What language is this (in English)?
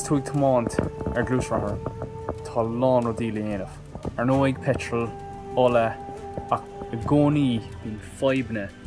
Irish